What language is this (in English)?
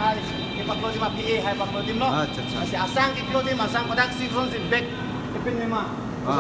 Karbi